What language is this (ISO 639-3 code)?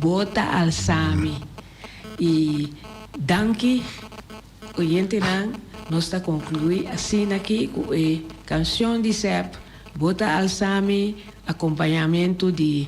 pap